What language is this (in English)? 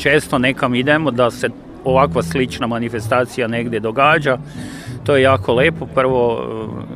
Serbian